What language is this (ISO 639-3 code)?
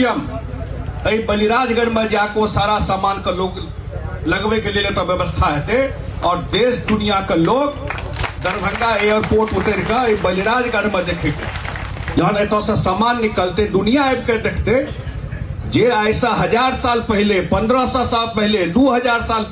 mai